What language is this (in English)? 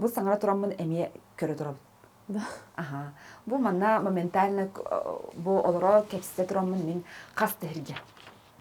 Yakut